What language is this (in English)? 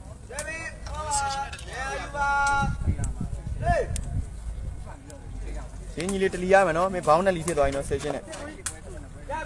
Burmese